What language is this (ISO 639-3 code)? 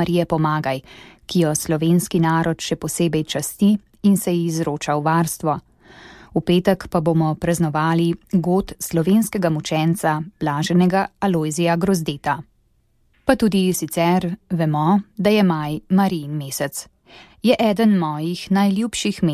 slv